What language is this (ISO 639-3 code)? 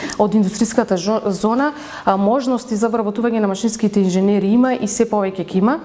mkd